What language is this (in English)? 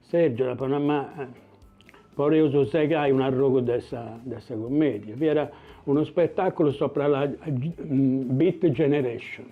Sardinian